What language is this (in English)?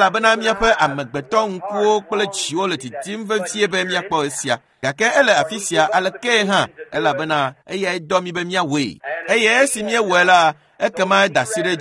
Ewe